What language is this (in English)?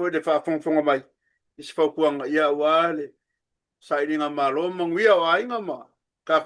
Samoan